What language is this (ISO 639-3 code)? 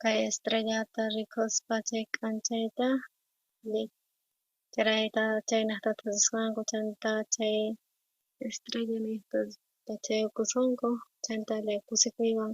quh